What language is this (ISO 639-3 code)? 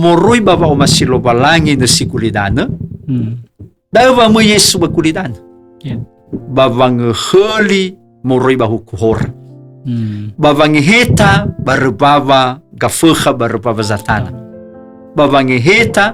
nia